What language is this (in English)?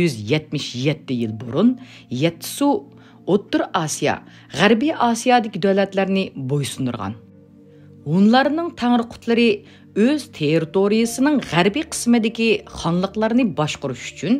Uyghur